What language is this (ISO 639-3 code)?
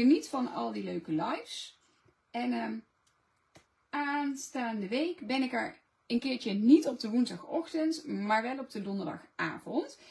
nld